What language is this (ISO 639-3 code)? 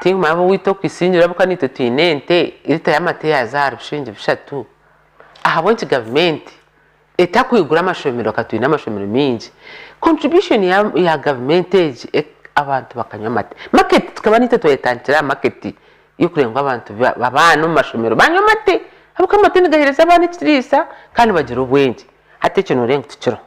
nyn